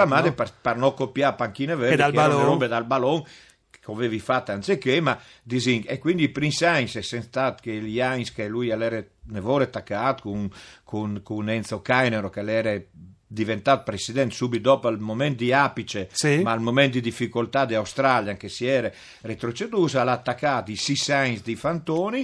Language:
Friulian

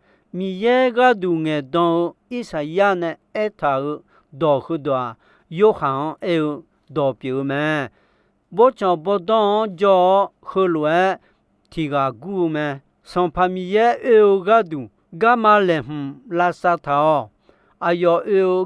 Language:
Akha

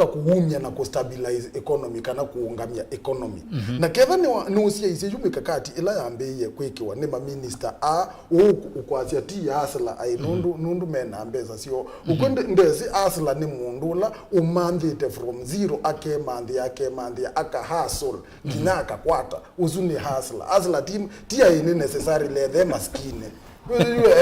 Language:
Kamba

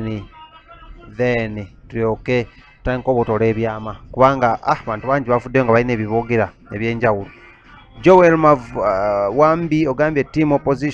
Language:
Ganda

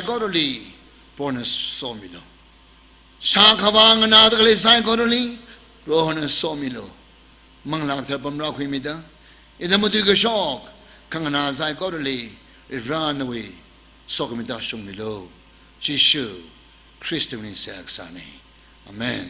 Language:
Tangkhul Naga (India)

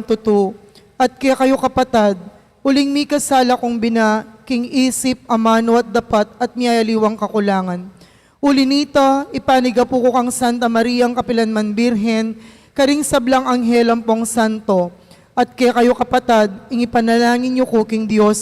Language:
Pampanga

